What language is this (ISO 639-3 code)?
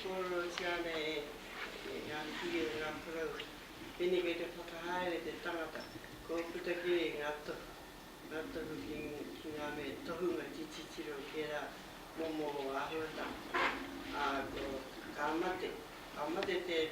mri